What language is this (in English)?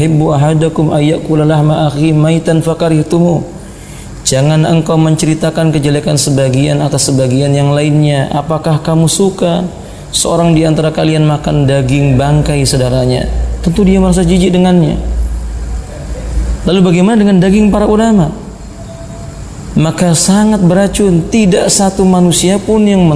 Indonesian